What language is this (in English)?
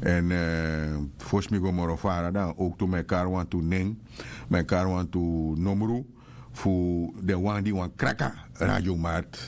Sranan Tongo